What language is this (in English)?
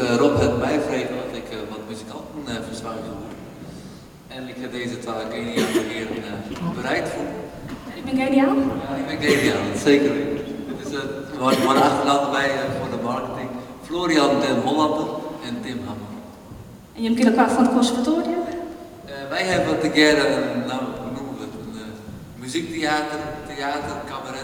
Western Frisian